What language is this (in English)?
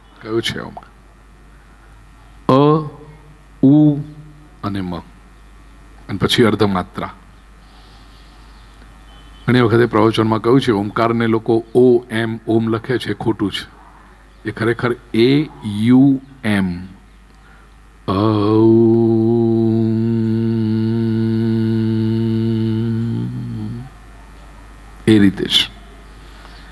Gujarati